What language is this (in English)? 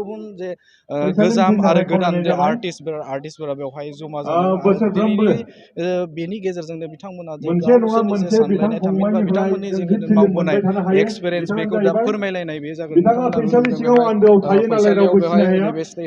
Bodo